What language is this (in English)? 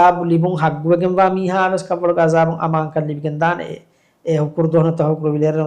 Divehi